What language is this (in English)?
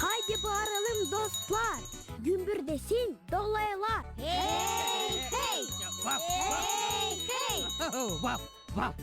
Gagauz